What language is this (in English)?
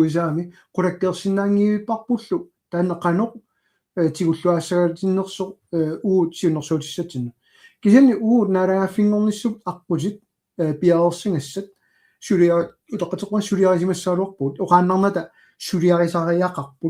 Kalaallisut